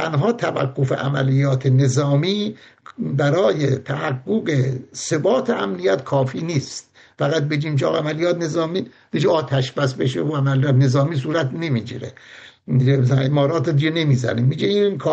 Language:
Persian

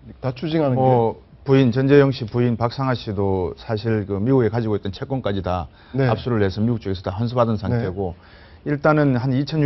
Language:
Korean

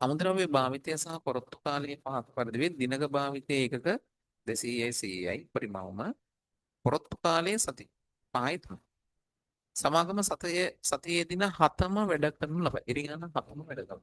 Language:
Sinhala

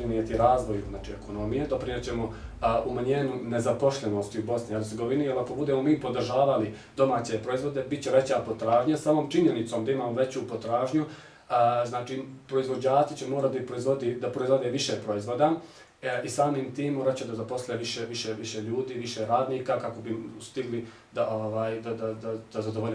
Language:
Bosnian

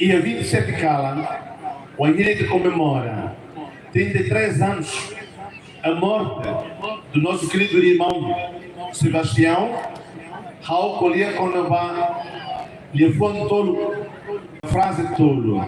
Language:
Tetum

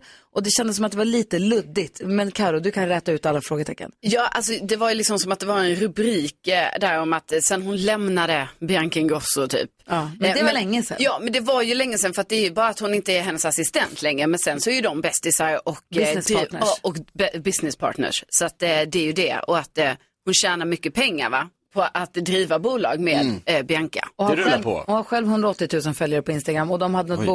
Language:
Swedish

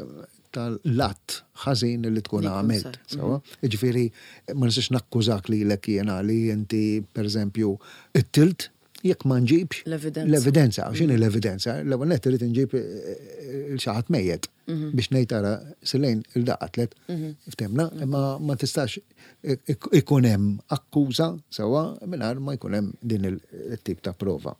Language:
Maltese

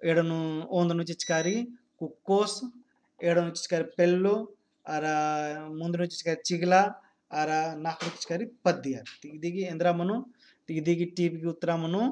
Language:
Kurukh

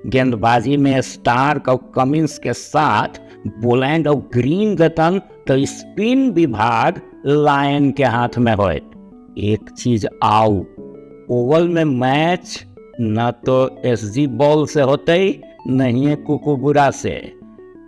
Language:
Magahi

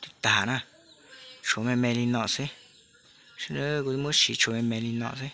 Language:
Hmong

